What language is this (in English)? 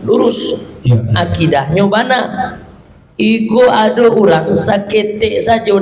Minangkabau